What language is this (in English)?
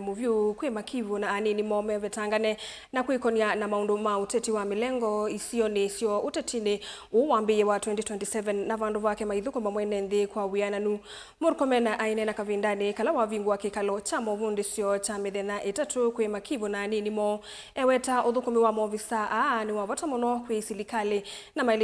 Kamba